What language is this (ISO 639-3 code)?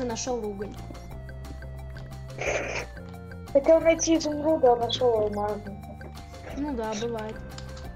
rus